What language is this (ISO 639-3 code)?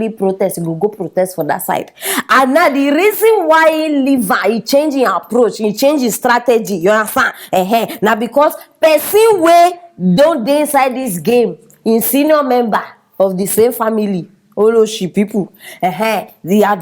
pcm